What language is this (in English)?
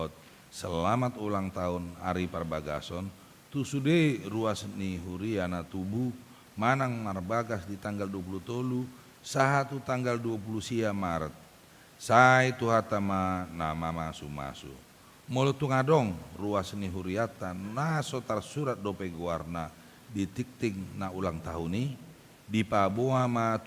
Batak Toba